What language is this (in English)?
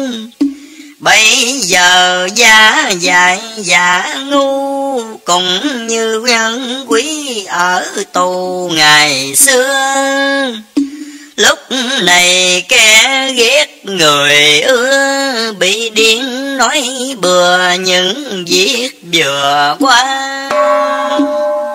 Vietnamese